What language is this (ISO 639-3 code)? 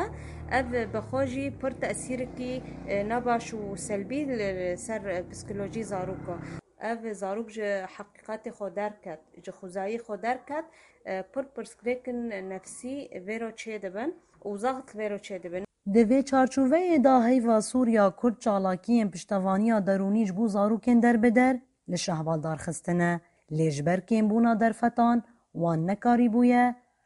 kur